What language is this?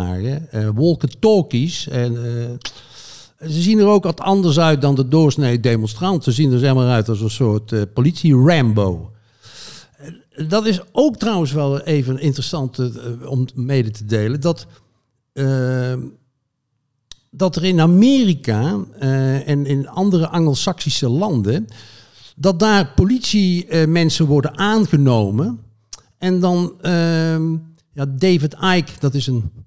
Dutch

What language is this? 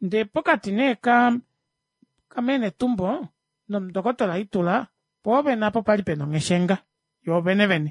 Kuanyama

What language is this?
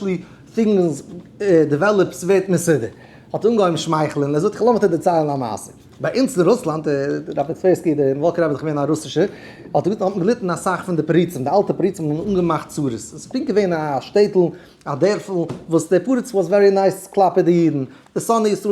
Yiddish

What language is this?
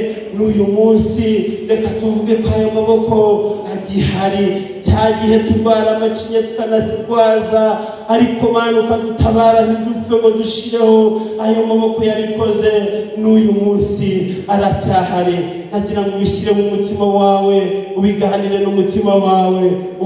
Kinyarwanda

